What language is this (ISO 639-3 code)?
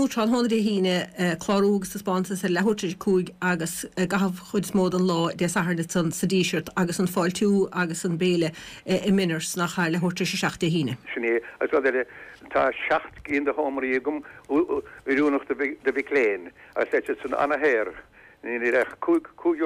gle